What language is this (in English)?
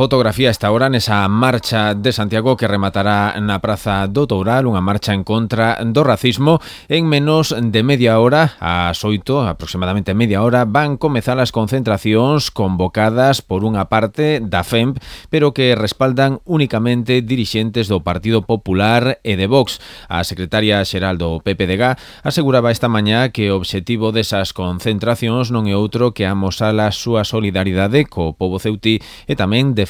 Galician